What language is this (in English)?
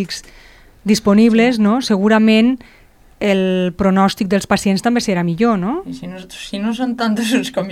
Catalan